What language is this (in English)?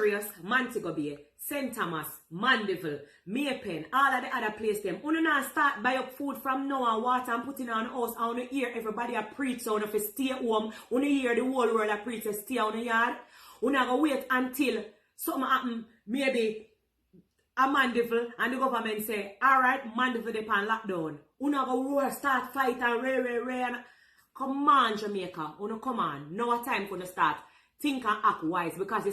Jamaican Creole English